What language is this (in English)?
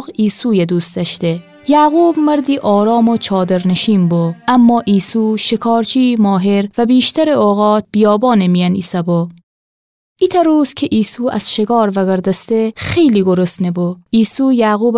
Gilaki